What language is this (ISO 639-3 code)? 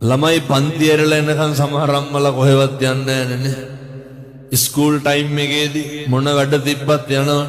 sin